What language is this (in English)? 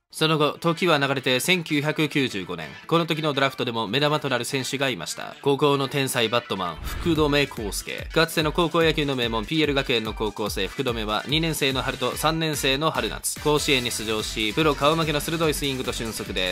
Japanese